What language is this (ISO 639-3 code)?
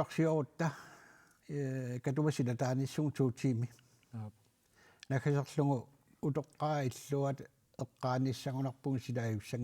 kal